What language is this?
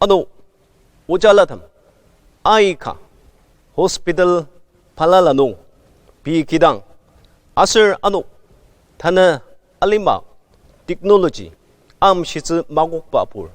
Ao Naga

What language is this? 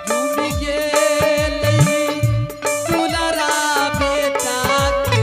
Angika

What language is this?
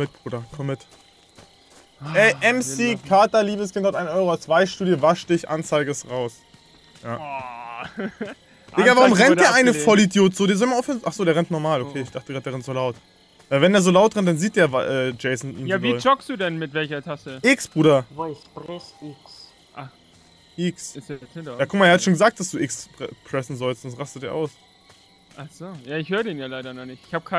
German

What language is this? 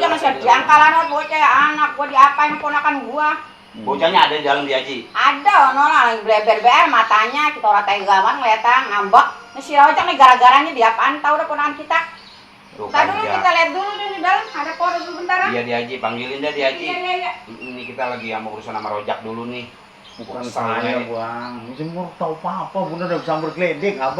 Betawi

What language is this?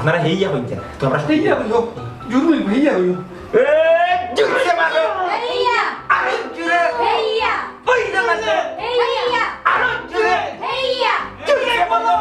Sylheti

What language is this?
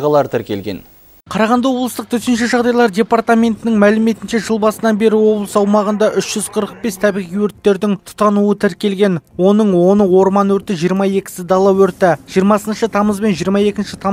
Kazakh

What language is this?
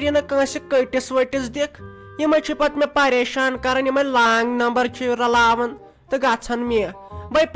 Kashmiri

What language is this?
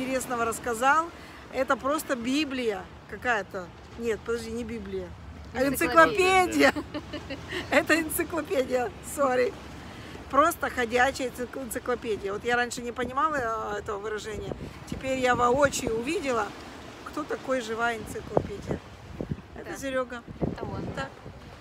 Russian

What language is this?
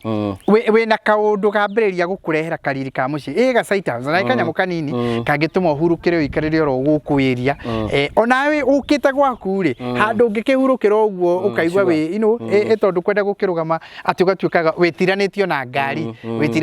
Kikuyu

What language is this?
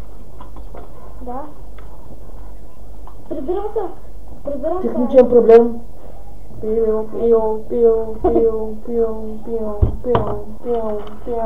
Bulgarian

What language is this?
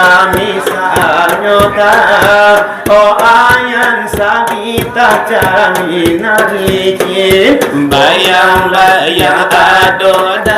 Minangkabau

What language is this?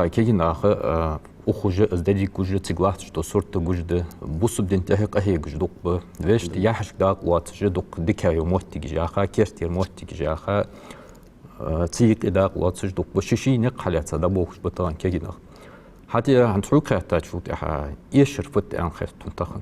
Ingush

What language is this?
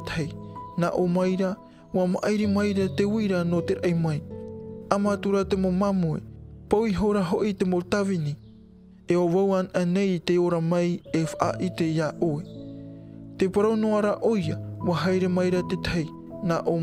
Tahitian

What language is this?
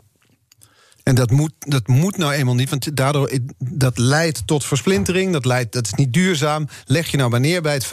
Dutch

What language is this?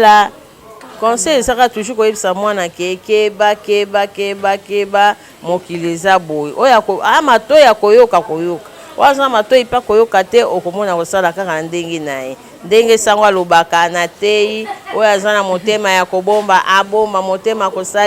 Lingala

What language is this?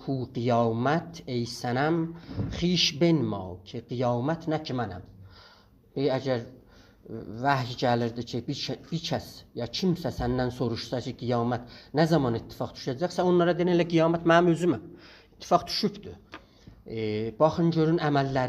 South Azerbaijani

